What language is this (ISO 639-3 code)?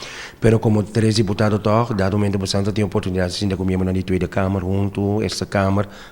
pap